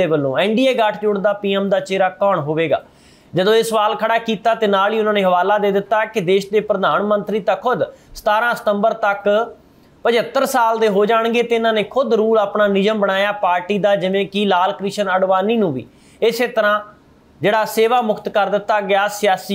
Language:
Punjabi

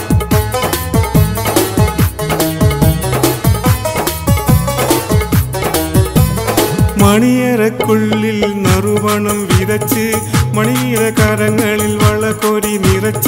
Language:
Malayalam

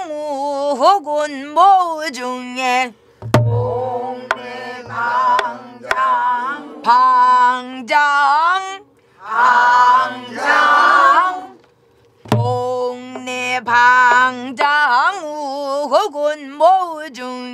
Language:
Korean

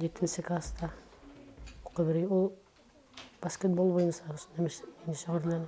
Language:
Bashkir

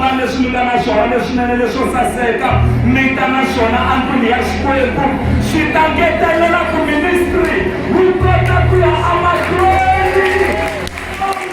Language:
Tsonga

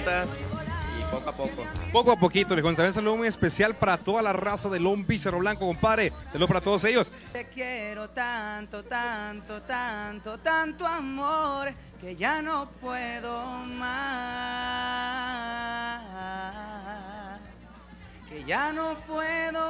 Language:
Spanish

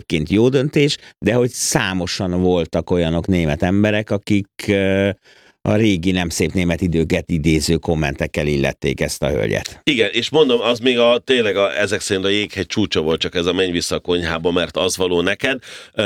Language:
Hungarian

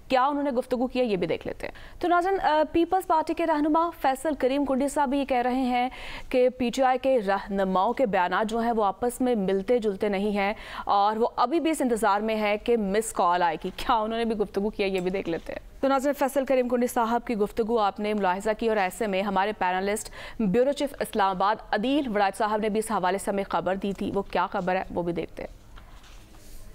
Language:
Urdu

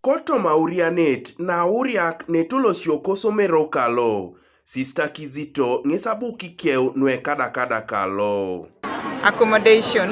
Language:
Teso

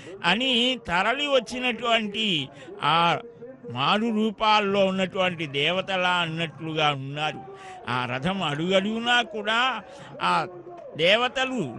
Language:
Telugu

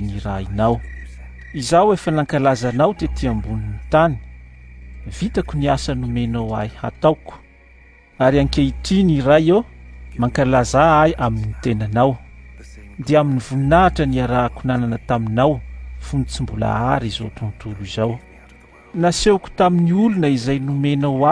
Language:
Malagasy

